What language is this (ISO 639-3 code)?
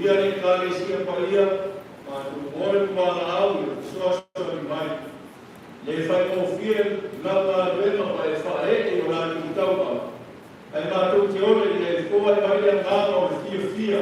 smo